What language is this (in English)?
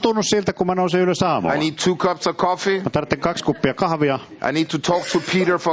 Finnish